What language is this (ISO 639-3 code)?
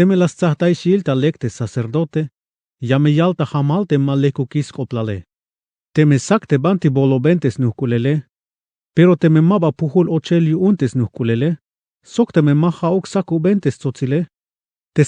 tzh